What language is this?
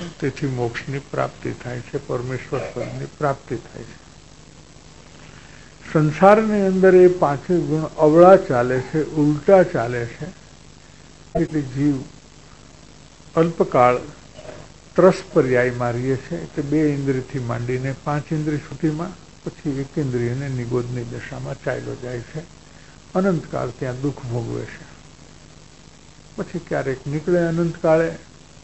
Gujarati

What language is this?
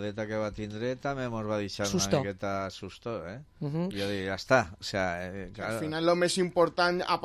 Catalan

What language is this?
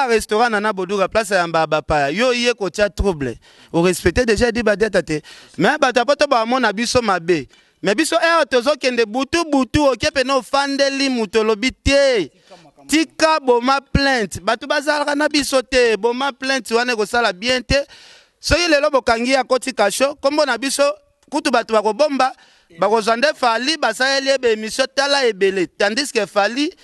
Lingala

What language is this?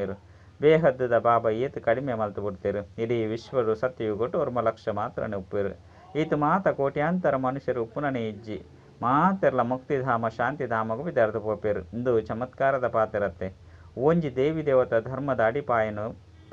Tulu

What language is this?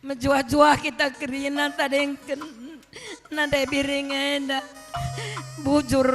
Batak Karo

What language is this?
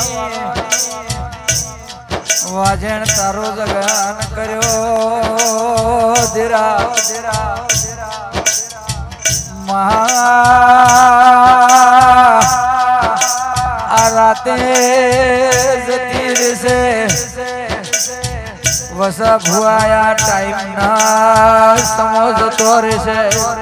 Gujarati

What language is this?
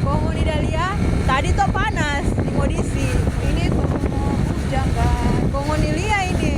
Manado Malay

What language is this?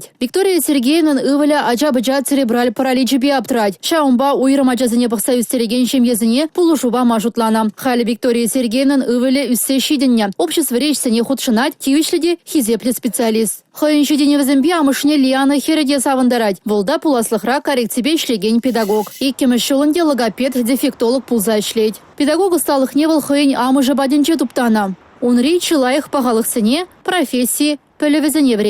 Chuvash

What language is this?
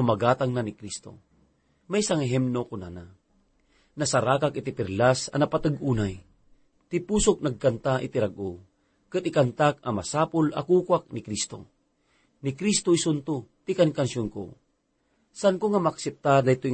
Iloko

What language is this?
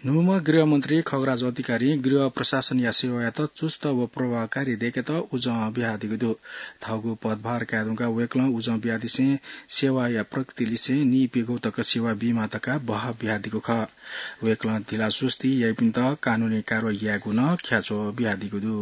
Newari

